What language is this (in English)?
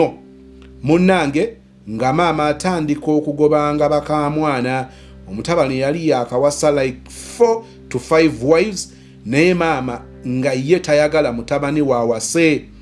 Ganda